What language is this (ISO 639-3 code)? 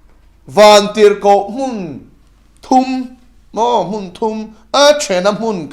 lus